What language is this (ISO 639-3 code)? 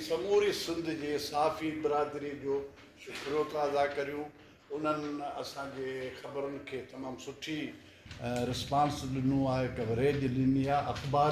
snd